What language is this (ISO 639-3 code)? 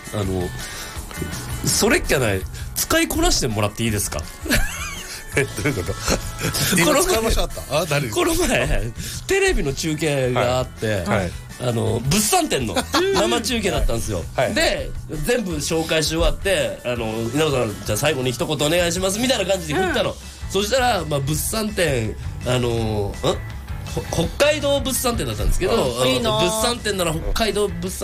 jpn